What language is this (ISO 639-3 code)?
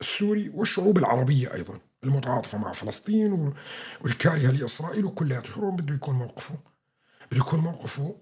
apc